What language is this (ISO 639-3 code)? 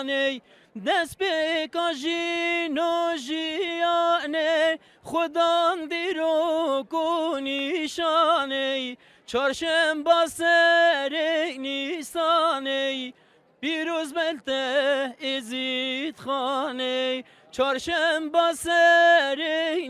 kur